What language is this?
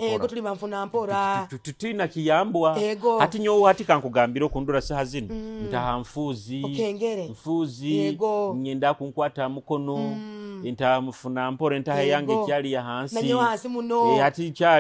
Nyoro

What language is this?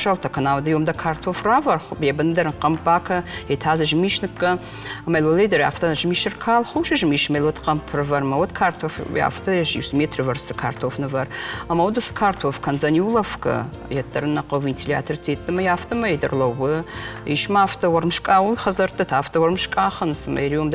Ossetic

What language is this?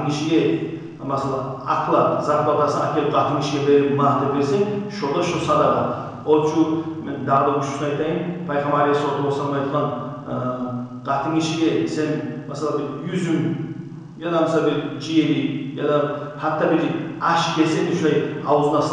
Kumyk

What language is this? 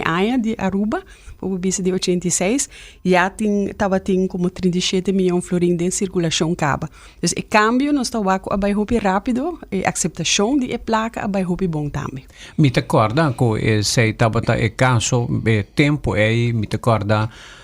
Papiamento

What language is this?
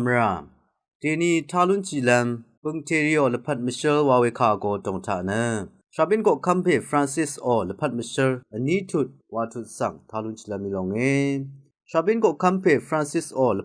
Rawang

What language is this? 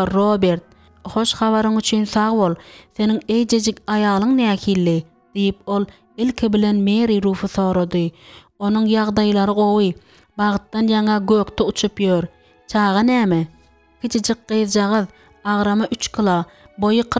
Turkmen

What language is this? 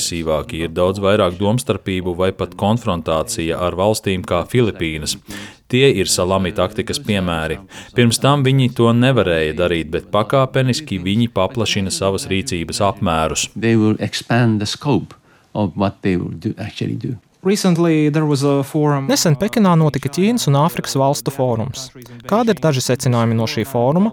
Latvian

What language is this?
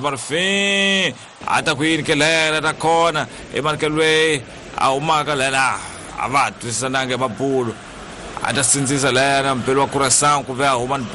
Tsonga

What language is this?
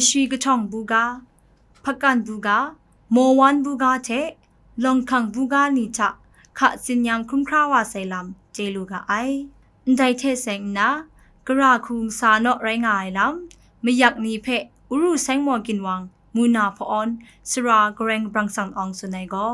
Kachin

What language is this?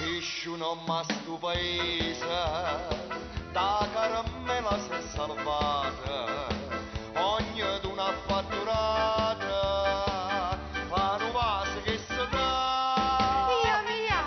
Neapolitan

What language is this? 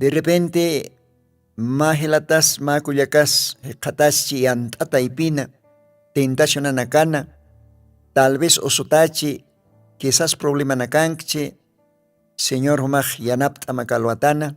Aymara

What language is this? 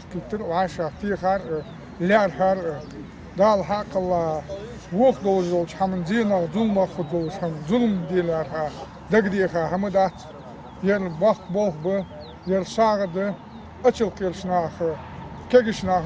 Ingush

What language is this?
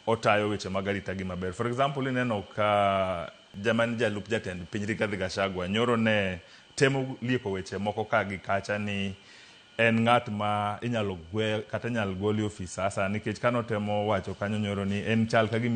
Luo (Kenya and Tanzania)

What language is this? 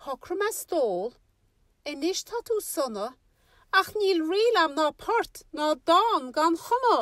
Irish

